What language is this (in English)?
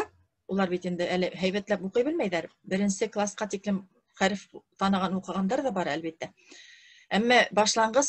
Bashkir